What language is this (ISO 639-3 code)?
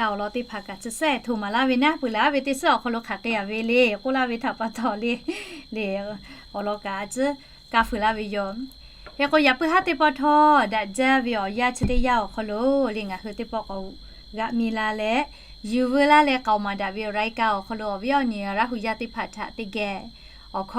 lhu